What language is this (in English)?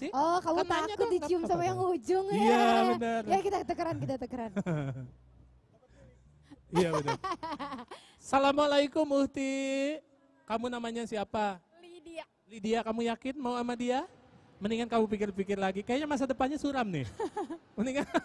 Indonesian